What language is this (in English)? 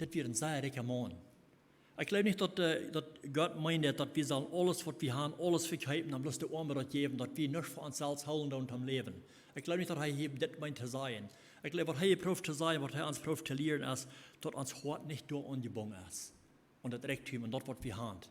Plautdietsch